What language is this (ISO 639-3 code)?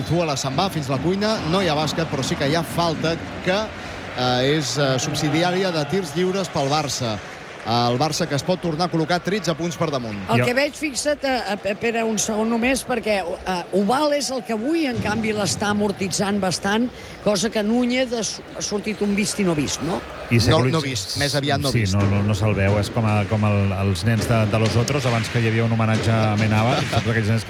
cat